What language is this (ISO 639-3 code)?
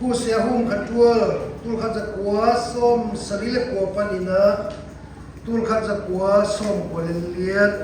csy